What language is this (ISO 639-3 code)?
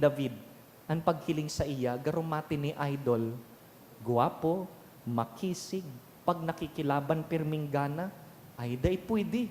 bik